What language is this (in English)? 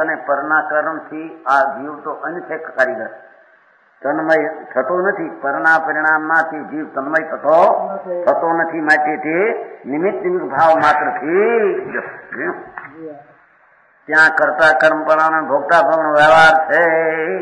Gujarati